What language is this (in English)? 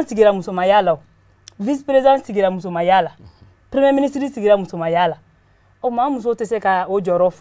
Bambara